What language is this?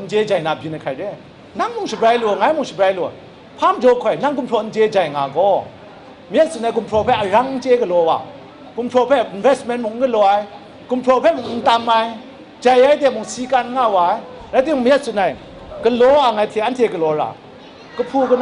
Kachin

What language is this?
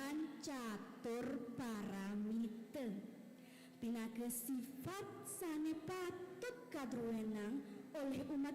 Balinese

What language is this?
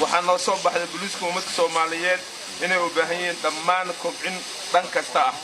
Somali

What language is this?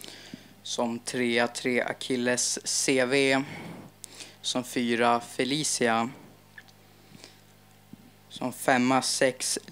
Swedish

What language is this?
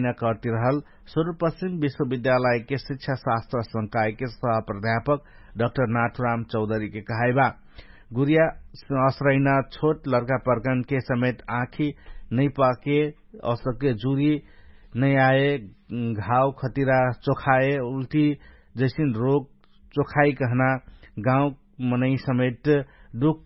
Dangaura Tharu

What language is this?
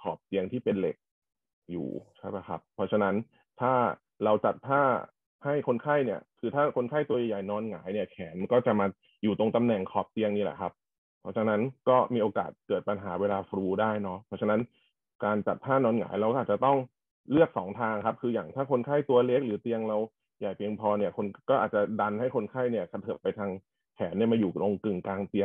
Thai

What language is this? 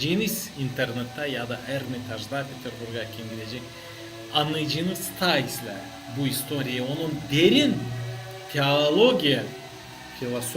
Gagauz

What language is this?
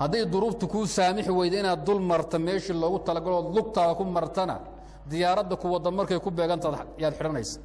Somali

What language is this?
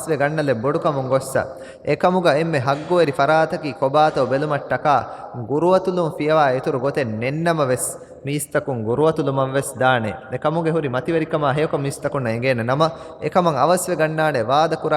Divehi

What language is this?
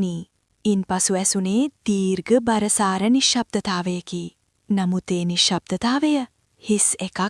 Sinhala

